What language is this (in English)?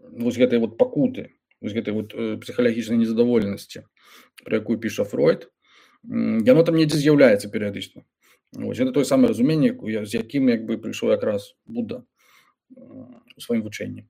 Belarusian